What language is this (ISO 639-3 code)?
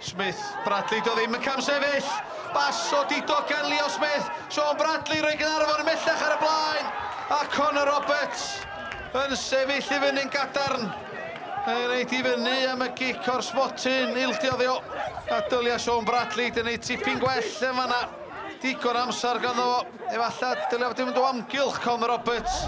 cym